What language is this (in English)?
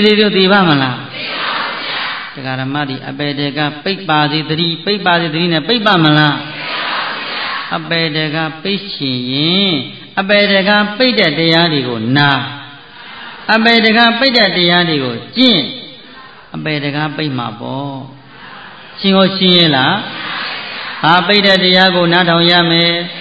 Burmese